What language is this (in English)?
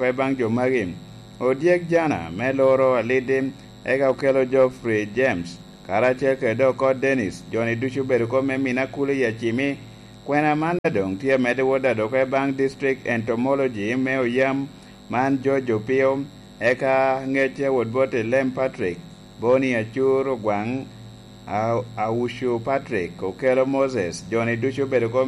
Lango (Uganda)